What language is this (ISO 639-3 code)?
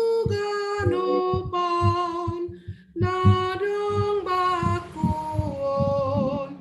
bts